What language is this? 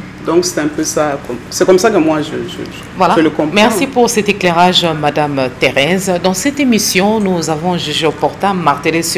French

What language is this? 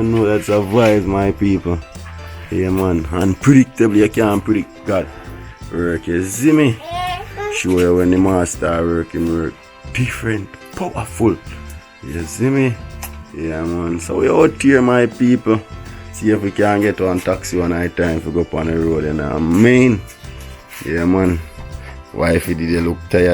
Jamaican Creole English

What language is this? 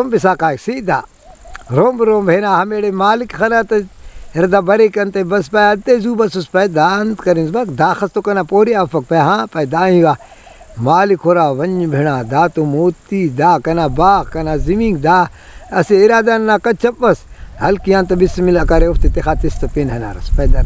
Brahui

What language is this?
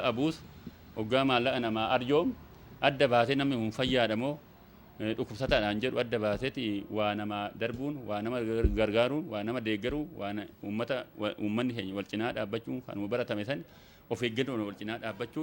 Oromo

